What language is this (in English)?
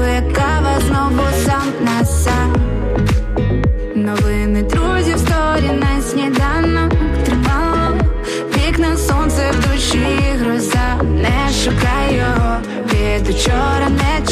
Ukrainian